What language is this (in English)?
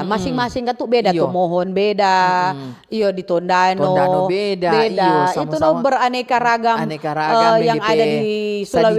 Manado Malay